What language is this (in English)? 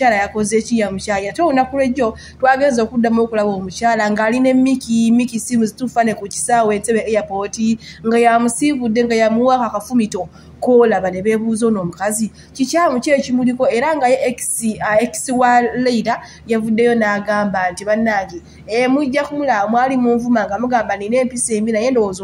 Ganda